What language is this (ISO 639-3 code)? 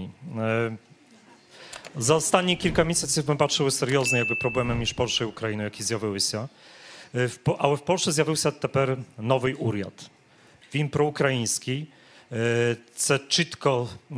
ukr